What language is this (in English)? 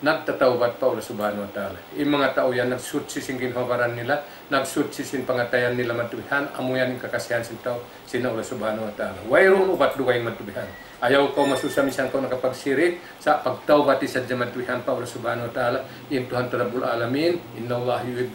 Tausug